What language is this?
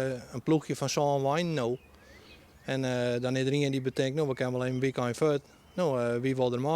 Western Frisian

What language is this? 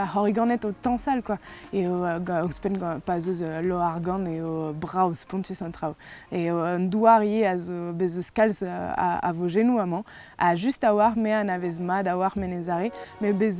Breton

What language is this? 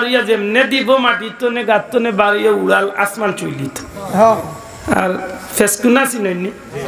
Sylheti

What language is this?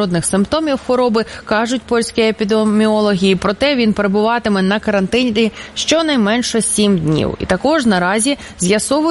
Ukrainian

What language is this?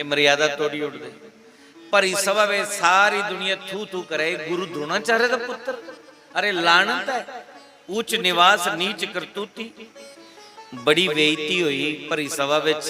Dogri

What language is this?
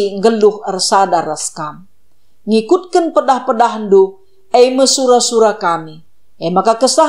Batak Karo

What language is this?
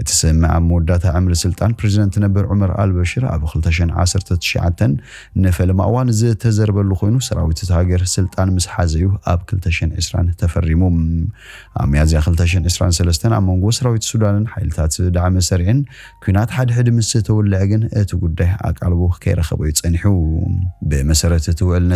Tigrinya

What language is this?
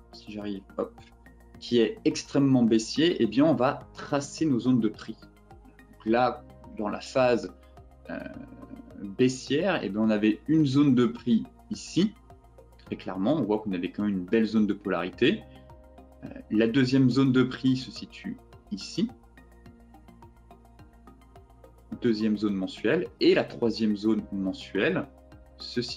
French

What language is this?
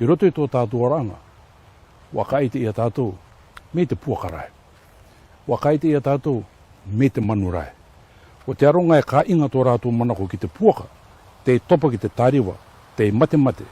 Rarotongan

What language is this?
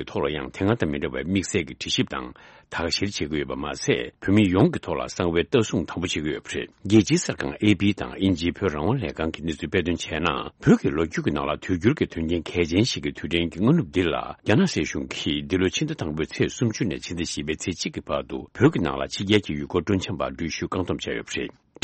Tibetan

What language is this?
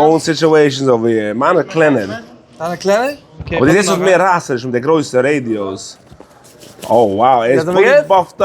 Yiddish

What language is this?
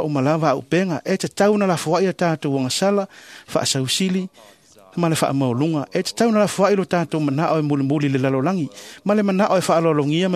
Samoan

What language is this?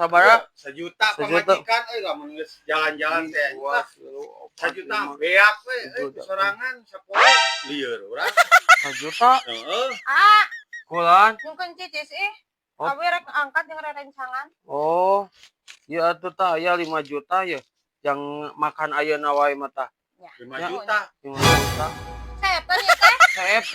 Sundanese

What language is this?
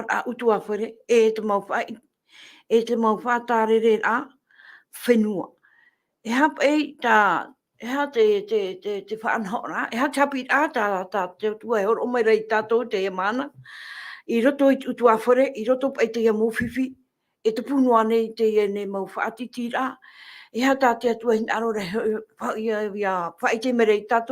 Tahitian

